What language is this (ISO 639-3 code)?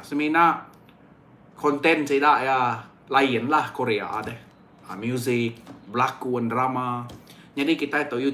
iba